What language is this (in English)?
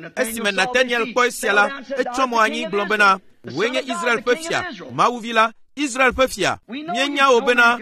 Ewe